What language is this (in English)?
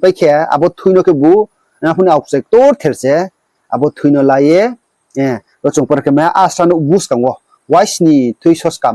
Riang (India)